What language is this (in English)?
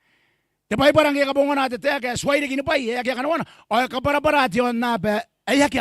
Gilbertese